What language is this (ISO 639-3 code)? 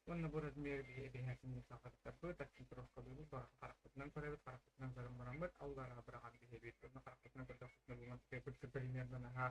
sah